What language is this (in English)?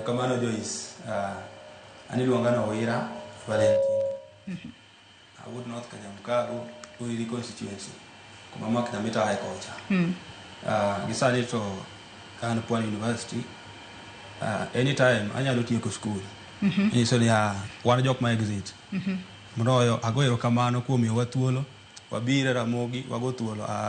Luo (Kenya and Tanzania)